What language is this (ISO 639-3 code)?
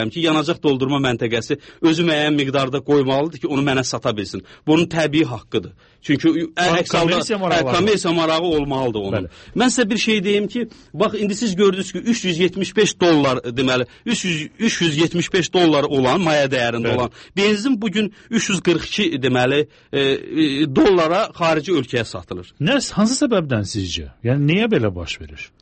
aze